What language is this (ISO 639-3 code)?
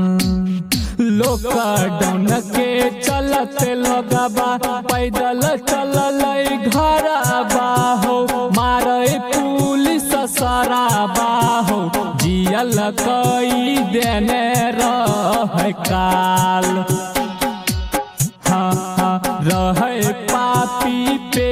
bho